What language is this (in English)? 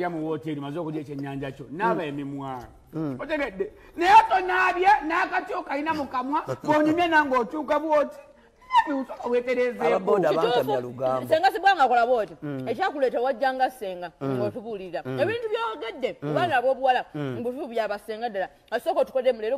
Ganda